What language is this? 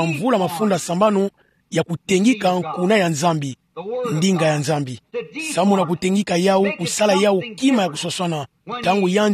Kituba (Democratic Republic of Congo)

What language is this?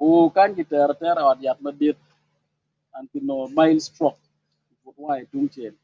Acoli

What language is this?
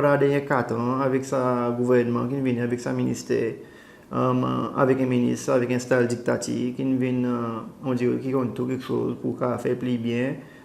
Seselwa Creole French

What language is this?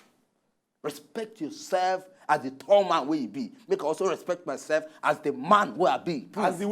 Nigerian Pidgin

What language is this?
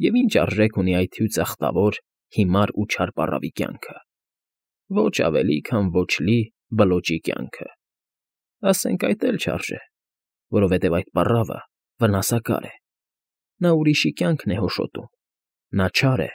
Armenian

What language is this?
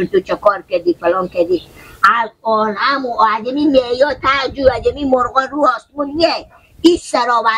Hazaragi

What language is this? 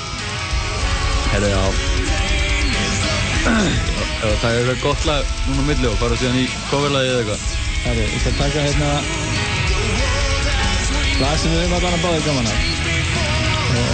Icelandic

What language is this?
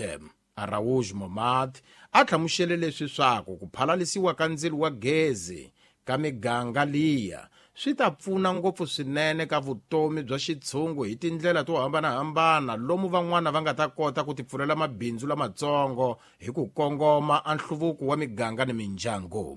Tsonga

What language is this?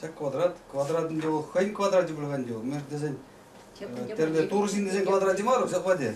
Chuvash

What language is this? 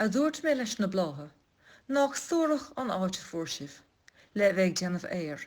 Irish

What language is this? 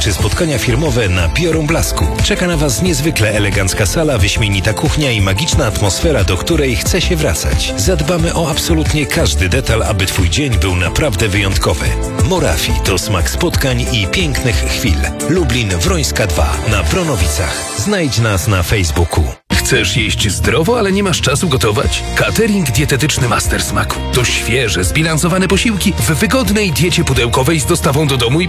Polish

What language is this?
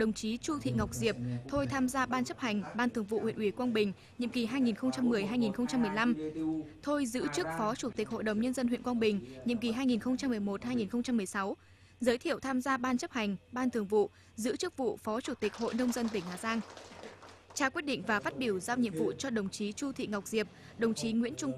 Vietnamese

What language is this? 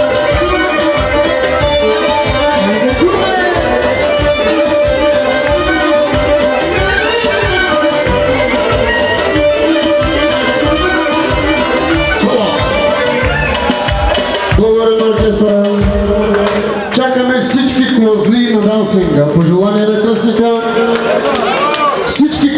Bulgarian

